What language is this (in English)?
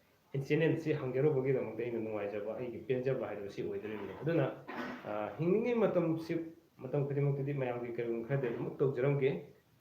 Manipuri